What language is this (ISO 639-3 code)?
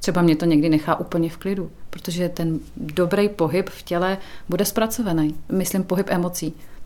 ces